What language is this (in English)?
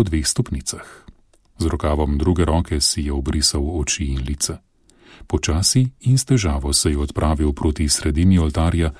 Slovenian